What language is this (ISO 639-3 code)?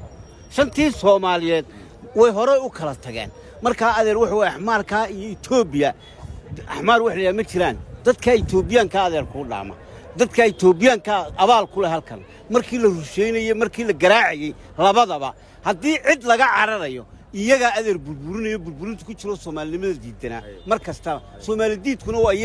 som